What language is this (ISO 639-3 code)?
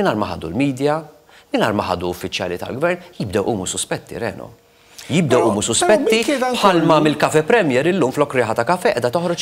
mlt